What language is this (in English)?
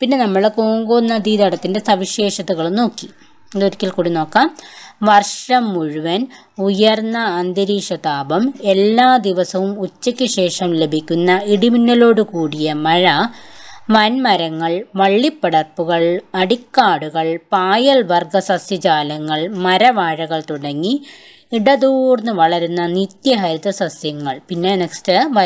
Malayalam